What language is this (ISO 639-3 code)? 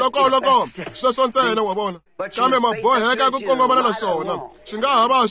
tso